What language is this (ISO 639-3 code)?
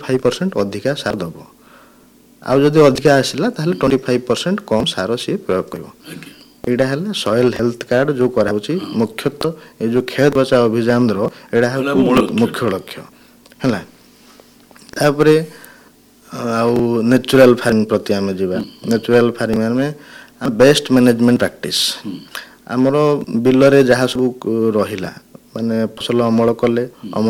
ori